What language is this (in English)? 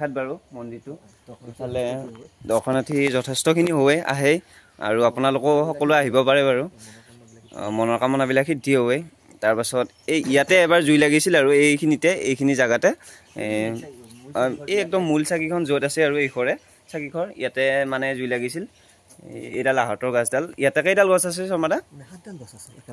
Assamese